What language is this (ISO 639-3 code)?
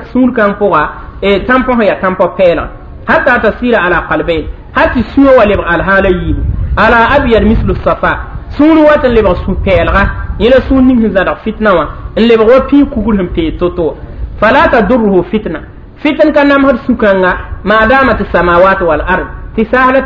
mos